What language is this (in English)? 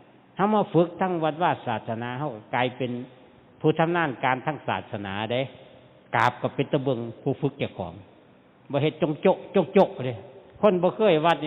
Northeastern Thai